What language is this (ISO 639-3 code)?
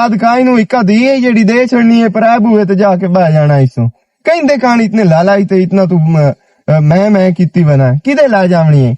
lah